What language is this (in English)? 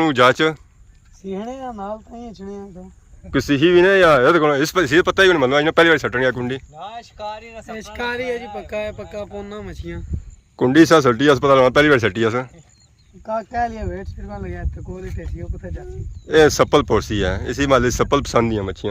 Pahari-Potwari